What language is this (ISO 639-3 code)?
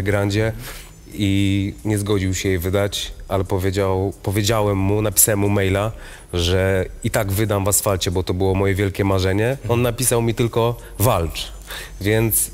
pol